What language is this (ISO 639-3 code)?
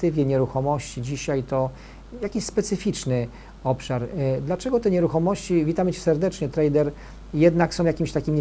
pol